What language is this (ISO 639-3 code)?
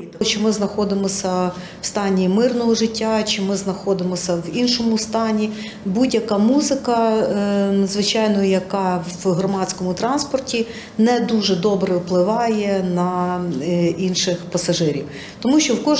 ukr